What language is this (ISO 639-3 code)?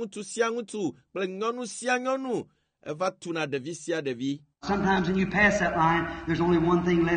ewe